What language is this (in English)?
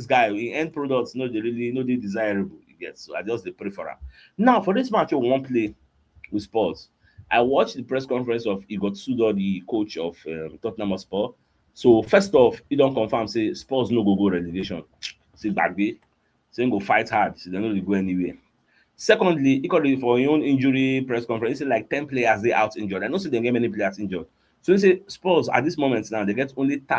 Nigerian Pidgin